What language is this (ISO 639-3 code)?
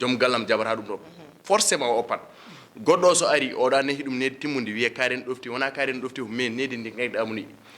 ful